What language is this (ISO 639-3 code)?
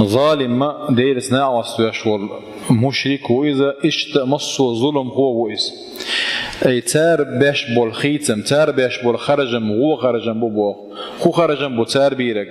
che